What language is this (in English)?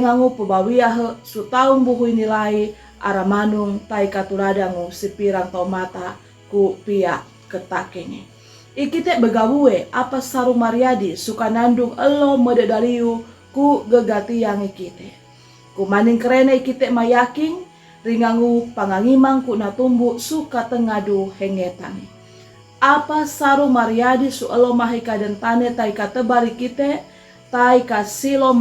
Sangir